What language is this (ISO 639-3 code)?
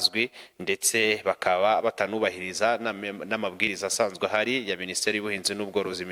kin